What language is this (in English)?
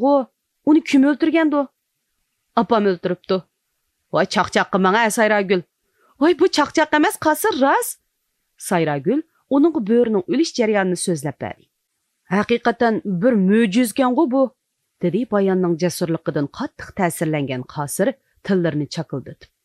Uyghur